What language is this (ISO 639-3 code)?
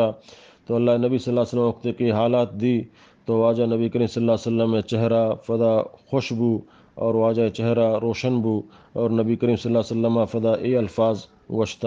bgp